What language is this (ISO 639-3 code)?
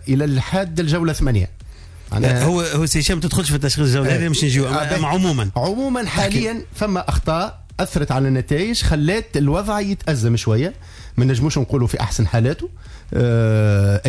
aeb